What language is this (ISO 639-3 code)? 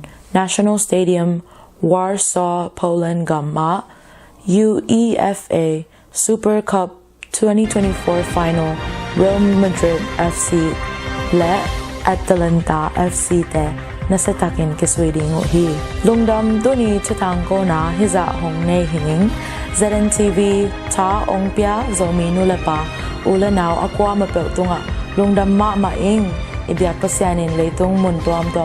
ctd